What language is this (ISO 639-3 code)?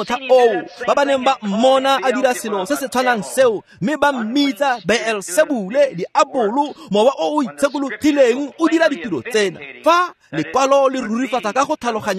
tsn